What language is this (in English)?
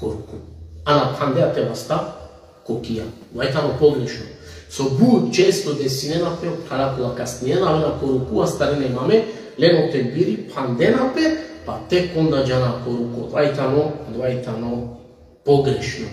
Balkan Romani